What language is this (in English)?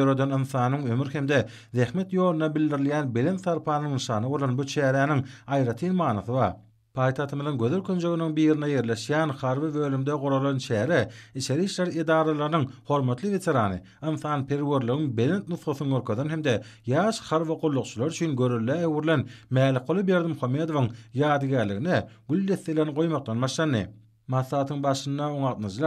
Turkmen